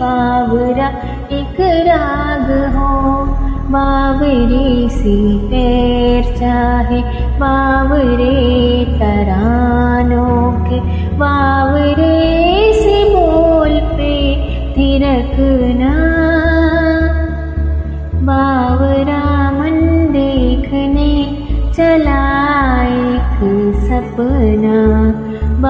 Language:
Hindi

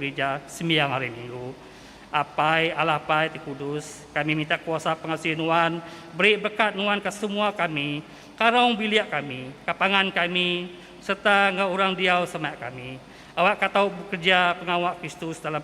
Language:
Iban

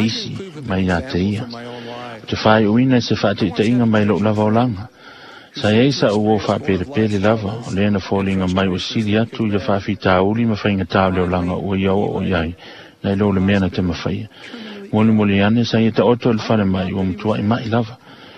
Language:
Samoan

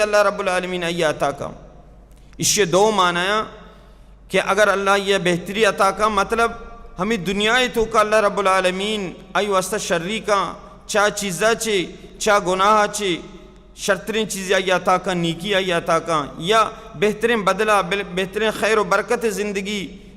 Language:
Baluchi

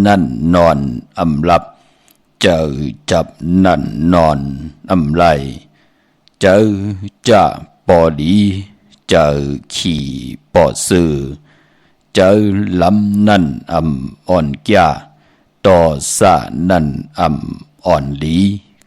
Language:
Shan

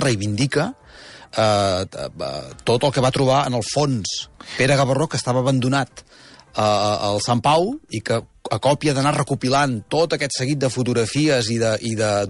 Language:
Catalan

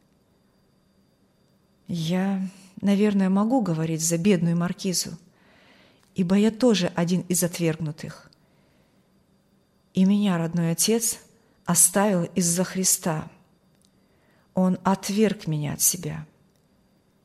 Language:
Russian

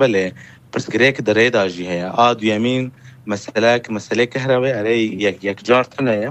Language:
Kurdish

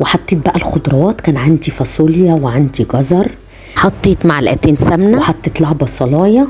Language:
Egyptian Arabic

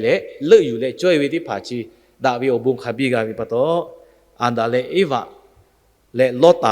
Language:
Lahu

